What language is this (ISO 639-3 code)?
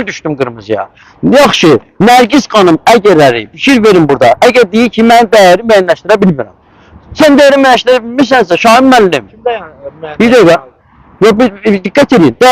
aze